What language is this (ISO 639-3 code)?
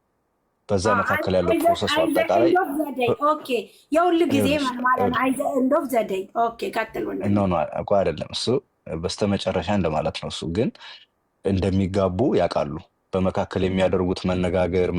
amh